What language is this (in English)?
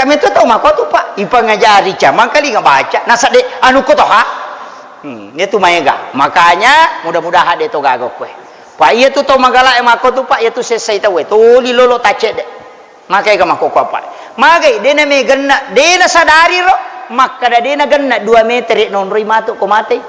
Buginese